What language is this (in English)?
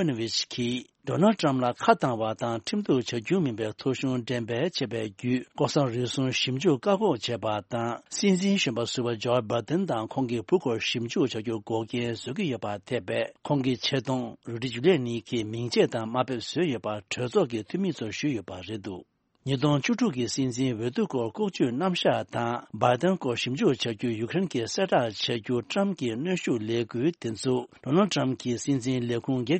Tibetan